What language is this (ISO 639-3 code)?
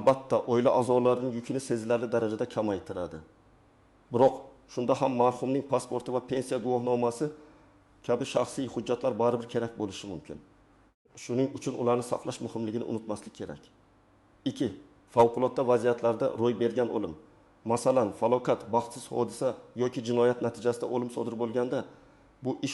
uzb